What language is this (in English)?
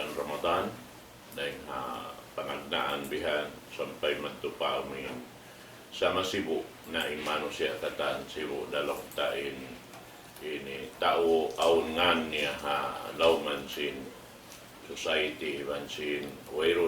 Tausug